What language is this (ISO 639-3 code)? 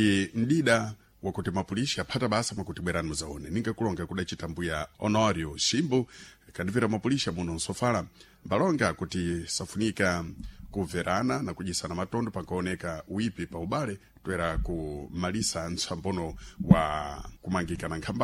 seh